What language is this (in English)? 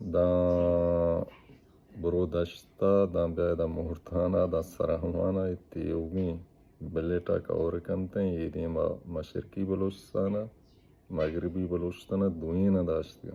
Baluchi